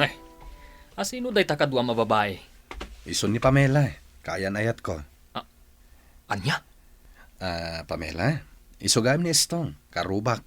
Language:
Iloko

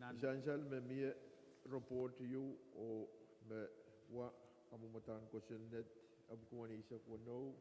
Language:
Pohnpeian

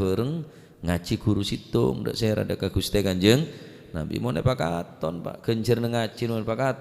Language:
Madurese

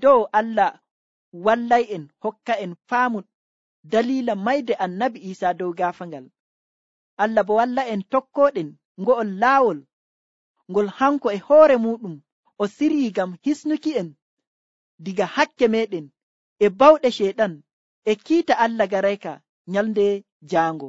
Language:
Nigerian Fulfulde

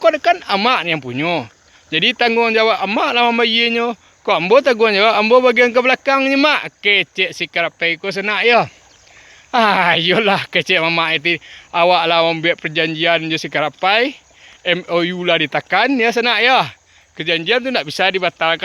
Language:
Minangkabau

